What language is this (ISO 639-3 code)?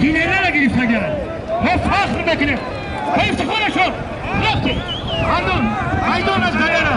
tgk